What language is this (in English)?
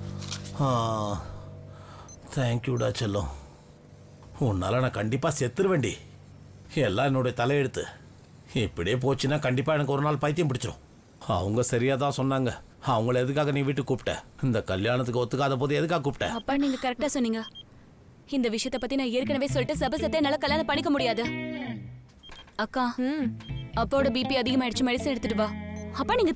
Tamil